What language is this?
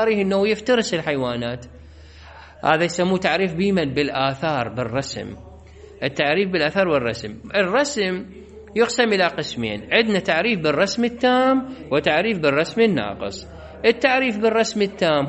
Mesopotamian Arabic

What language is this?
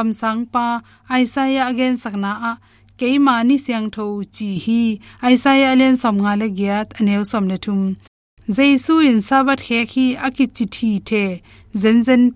Tedim Chin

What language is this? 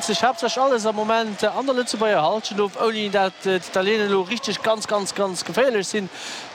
Luxembourgish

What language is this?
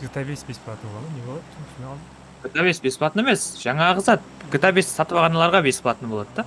Kara-Kalpak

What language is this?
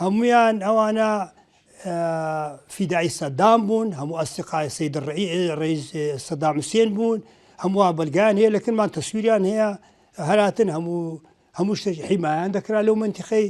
Central Kurdish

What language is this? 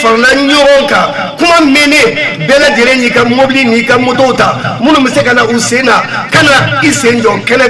Bambara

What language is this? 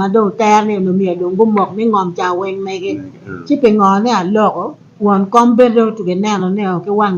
Acoli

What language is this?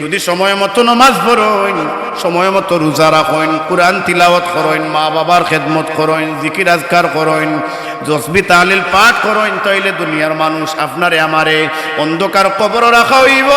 Sylheti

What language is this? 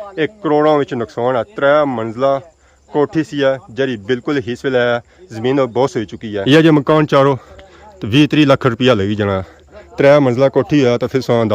Pahari-Potwari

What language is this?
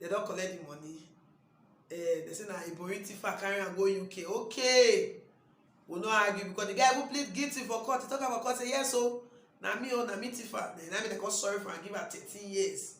Nigerian Pidgin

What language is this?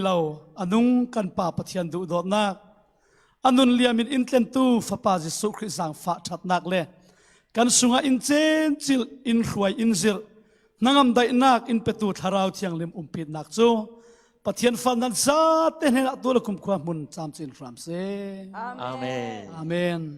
Falam Chin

